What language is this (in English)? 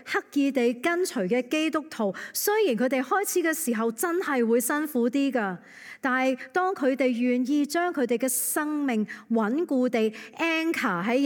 Cantonese